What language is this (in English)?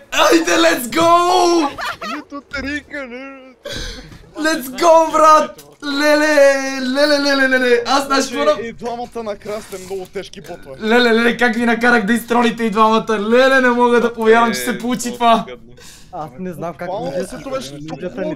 Bulgarian